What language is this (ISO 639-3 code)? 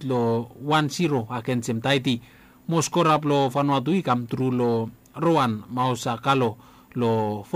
bis